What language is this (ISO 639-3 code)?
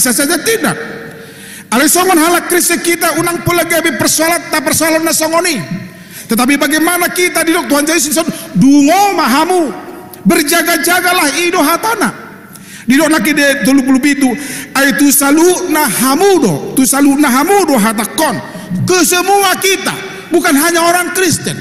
bbc